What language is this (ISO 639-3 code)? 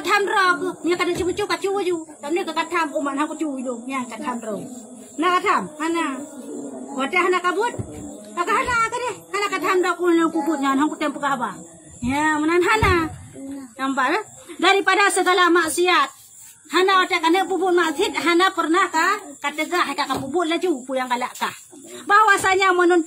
ace